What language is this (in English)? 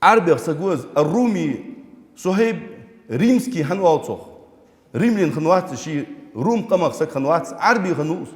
Ingush